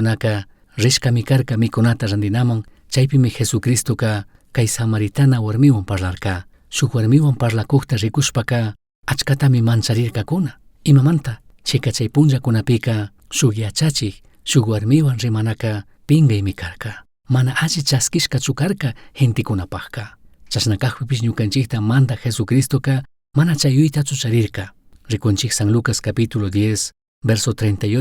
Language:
Chimborazo Highland Quichua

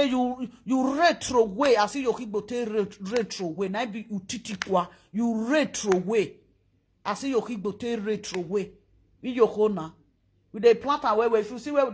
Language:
Nigerian Pidgin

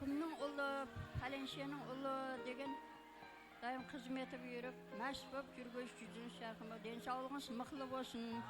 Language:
Kara-Kalpak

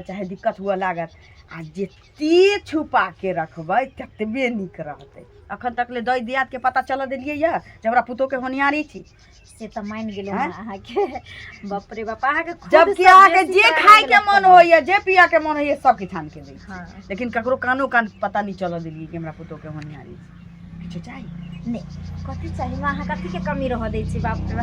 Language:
Maithili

